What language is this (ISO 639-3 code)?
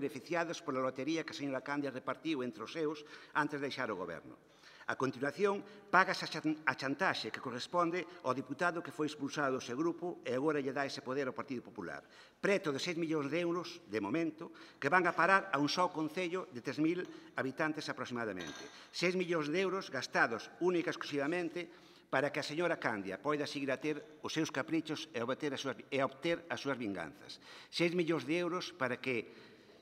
glg